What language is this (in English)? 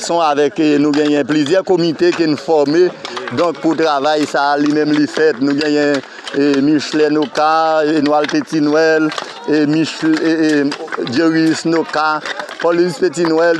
Haitian Creole